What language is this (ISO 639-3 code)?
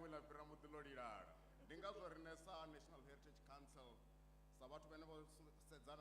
ven